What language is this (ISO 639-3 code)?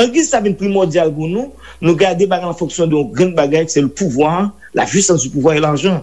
hat